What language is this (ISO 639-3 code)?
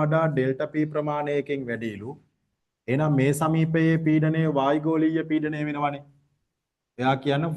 sin